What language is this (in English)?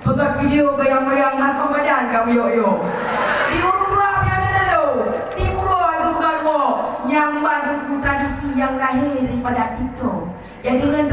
Achinese